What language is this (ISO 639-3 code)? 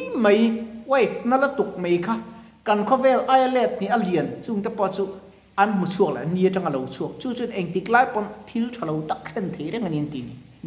lus